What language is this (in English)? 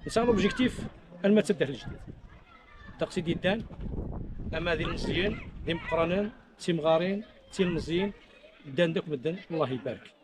Kabyle